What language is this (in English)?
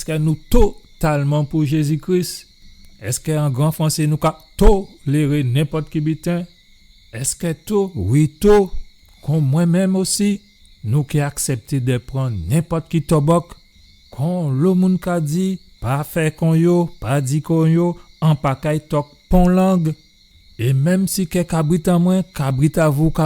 Guadeloupean Creole French